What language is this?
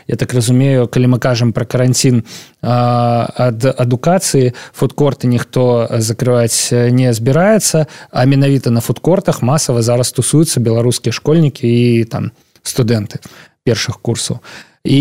Belarusian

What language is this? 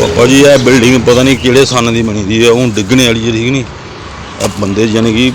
Dogri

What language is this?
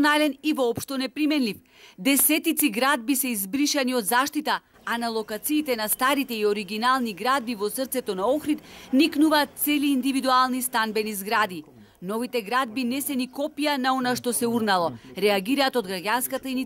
Macedonian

